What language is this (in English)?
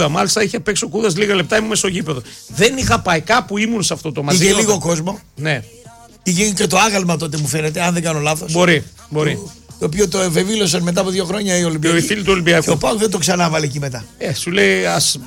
Greek